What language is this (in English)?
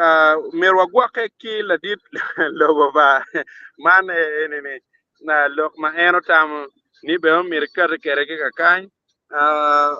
Acoli